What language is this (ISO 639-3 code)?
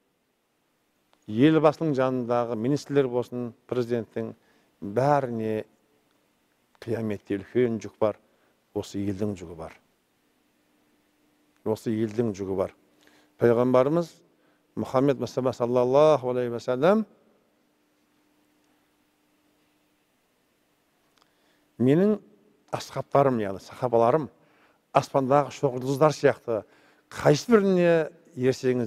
kaz